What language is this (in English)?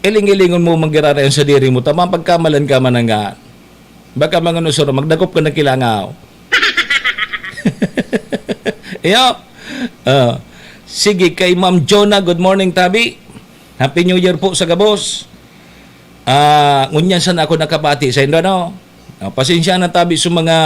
Bikol